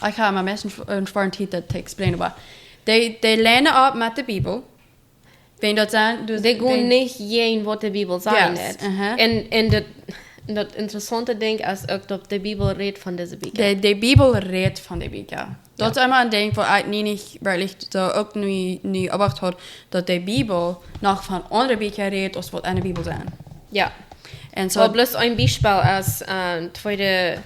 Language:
Plautdietsch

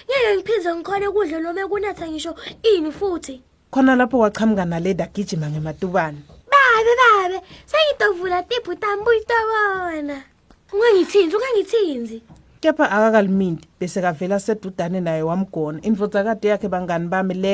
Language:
Swati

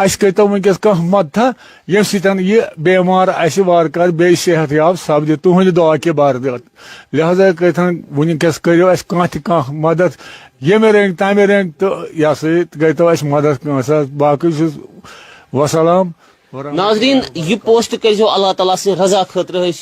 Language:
Kashmiri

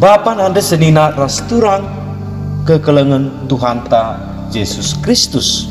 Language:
Batak Karo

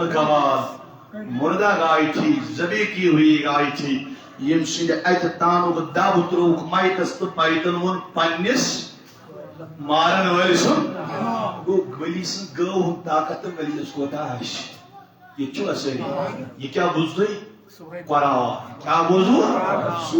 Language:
Kashmiri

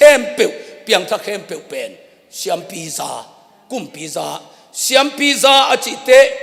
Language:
Tedim Chin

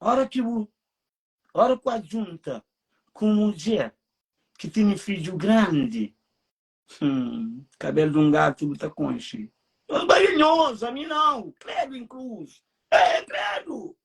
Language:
Kabuverdianu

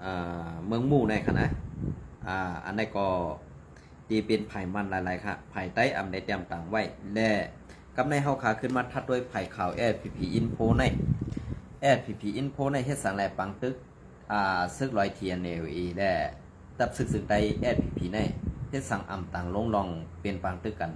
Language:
Shan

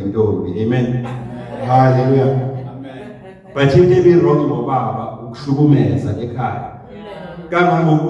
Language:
Zulu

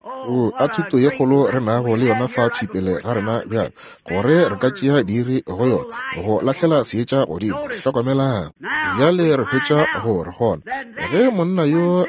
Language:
Northern Sotho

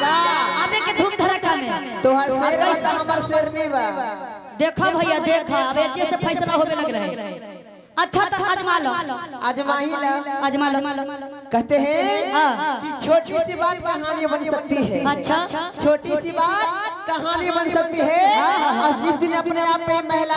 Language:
Magahi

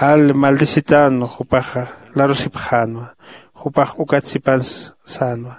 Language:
Aymara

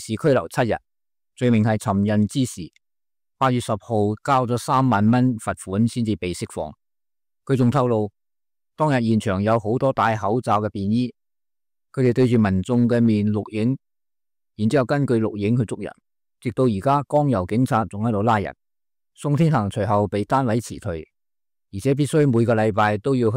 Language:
Cantonese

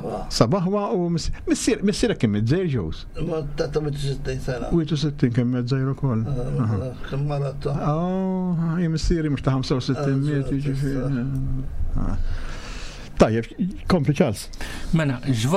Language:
Maltese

